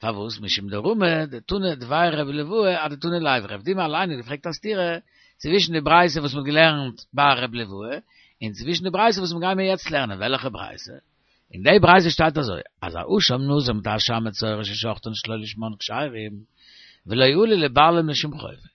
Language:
Yiddish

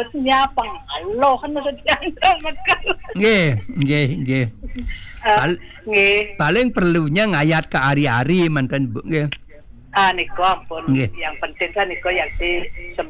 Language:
Balinese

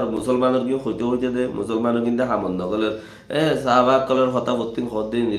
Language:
Rohingya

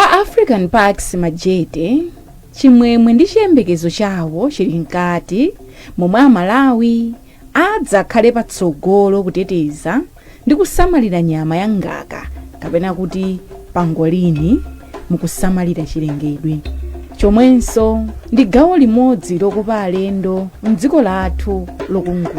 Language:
Nyanja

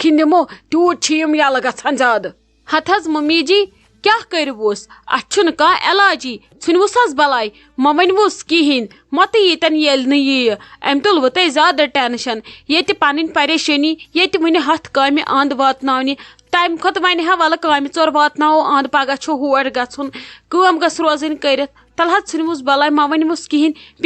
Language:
Kashmiri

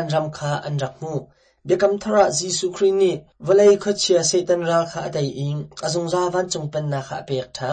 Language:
Hakha Chin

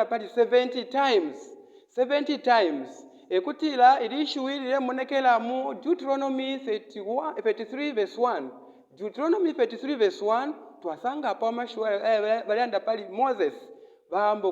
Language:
Bemba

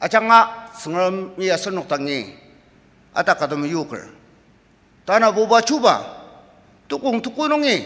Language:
Ao Naga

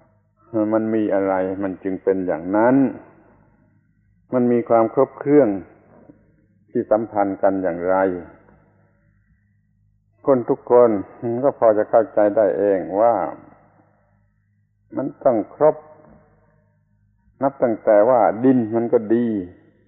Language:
Thai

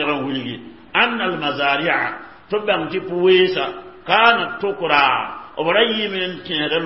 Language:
Mossi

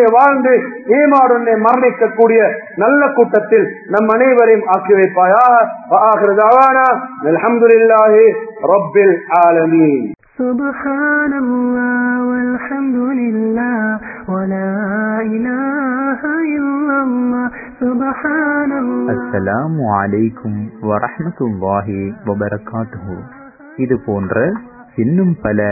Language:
Tamil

